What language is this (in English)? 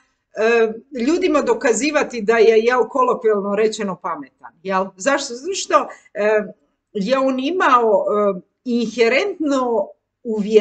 Croatian